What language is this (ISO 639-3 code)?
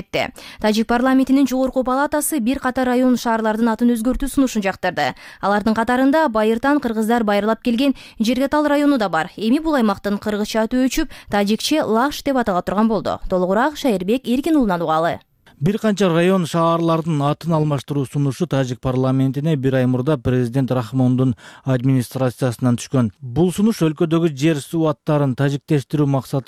kir